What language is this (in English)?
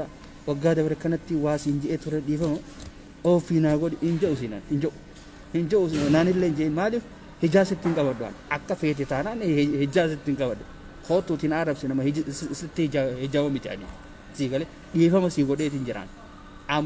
Oromo